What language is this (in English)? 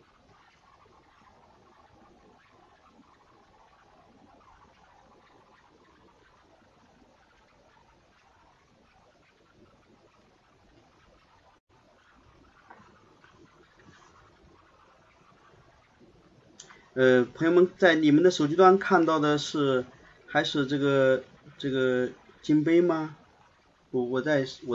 Chinese